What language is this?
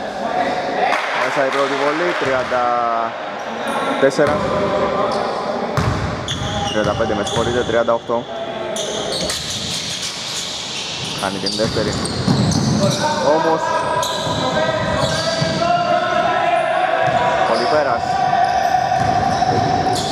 Greek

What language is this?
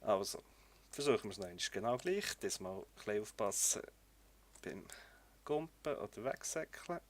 Swiss German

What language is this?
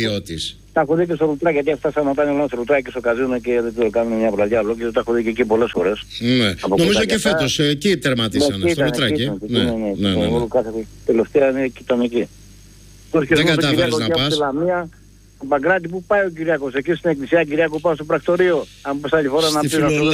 Greek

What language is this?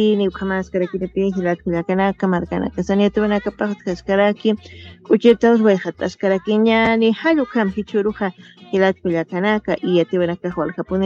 Aymara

